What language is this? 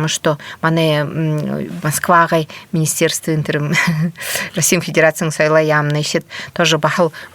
Buriat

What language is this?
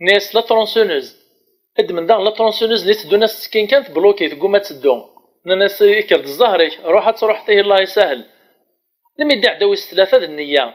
Kabyle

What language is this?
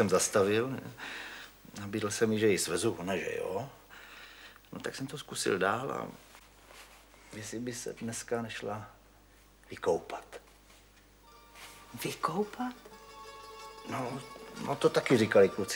Czech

